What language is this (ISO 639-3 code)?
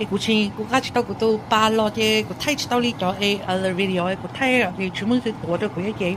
hmn